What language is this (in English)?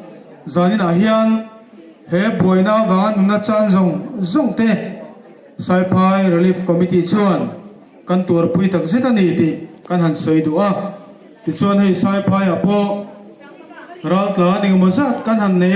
Hmar